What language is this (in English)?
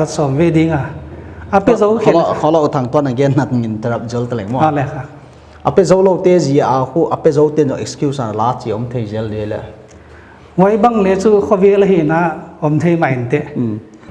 Paite Chin